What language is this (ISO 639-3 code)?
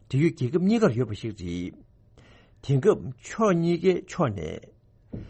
bod